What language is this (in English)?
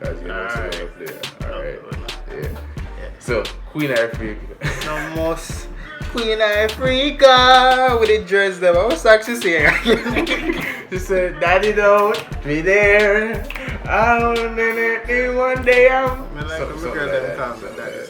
Jamaican Creole English